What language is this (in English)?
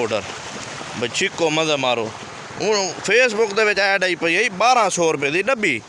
Saraiki